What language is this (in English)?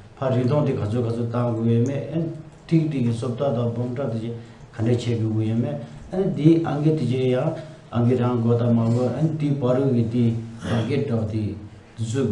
Tibetan